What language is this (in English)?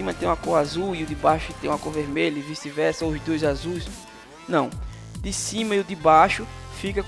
Portuguese